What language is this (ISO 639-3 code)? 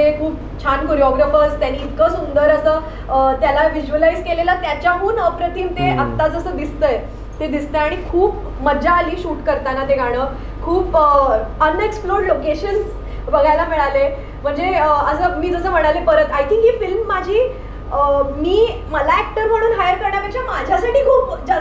mar